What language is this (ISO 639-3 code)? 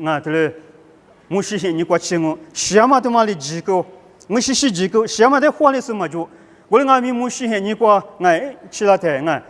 lis